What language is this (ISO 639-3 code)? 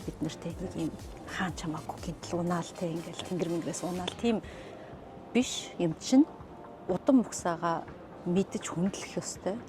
mon